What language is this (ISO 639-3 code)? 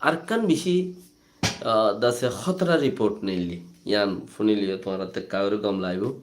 rhg